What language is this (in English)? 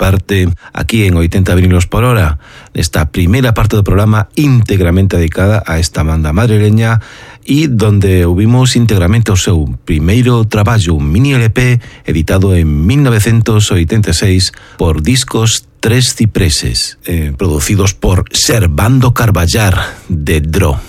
Galician